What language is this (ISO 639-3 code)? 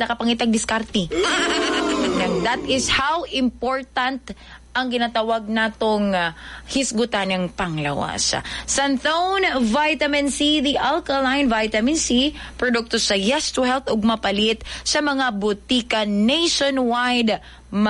ceb